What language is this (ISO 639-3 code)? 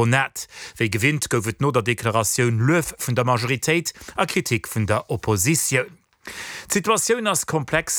ltz